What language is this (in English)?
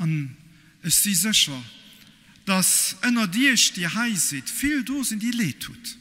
Luxembourgish